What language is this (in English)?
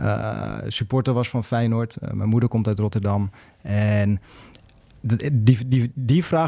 Dutch